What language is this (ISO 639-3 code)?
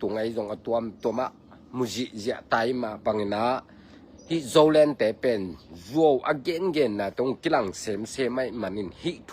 ctd